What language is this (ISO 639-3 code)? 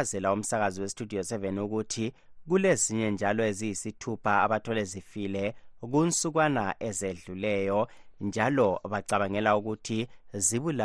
nde